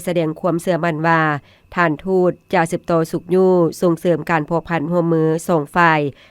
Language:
Lao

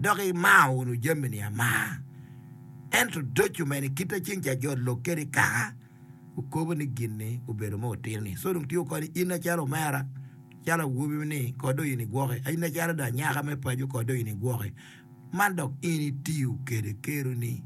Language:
Acoli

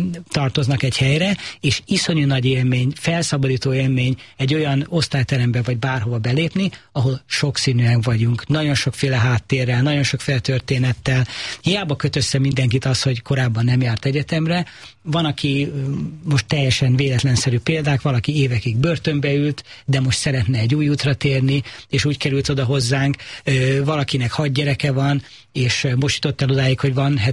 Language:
Hungarian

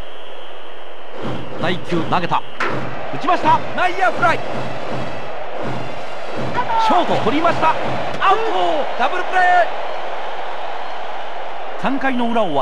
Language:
Japanese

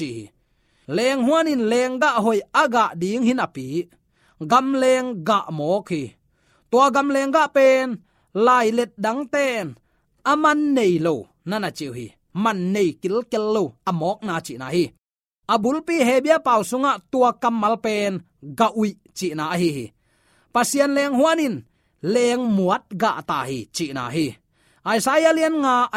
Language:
Tedim Chin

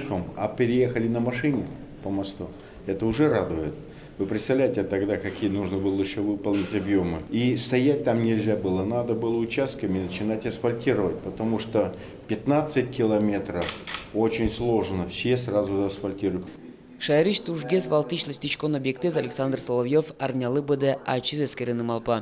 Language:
Udmurt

